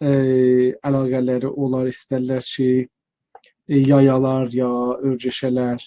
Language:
South Azerbaijani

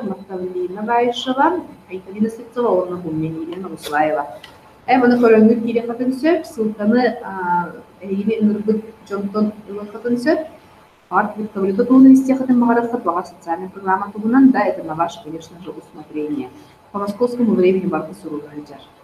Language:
Yakut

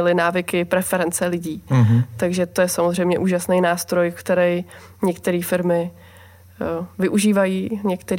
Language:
Czech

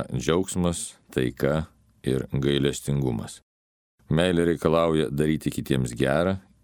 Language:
Lithuanian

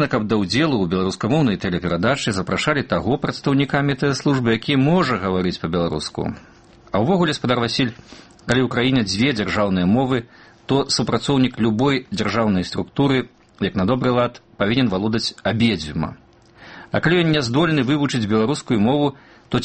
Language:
Belarusian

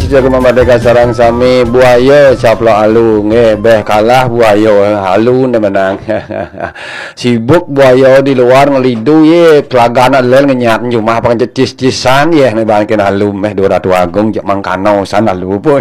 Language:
Balinese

